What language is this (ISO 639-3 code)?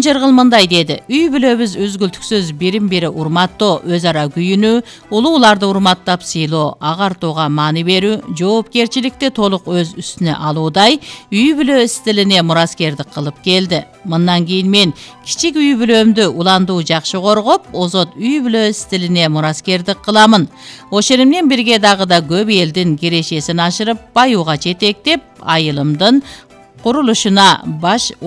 kir